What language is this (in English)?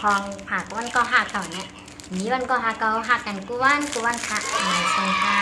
Shan